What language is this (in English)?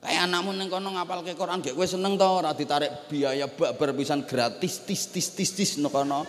Javanese